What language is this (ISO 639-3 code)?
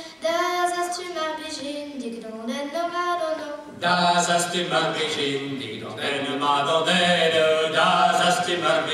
bre